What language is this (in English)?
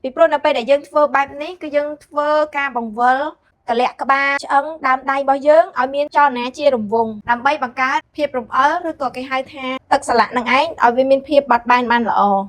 Khmer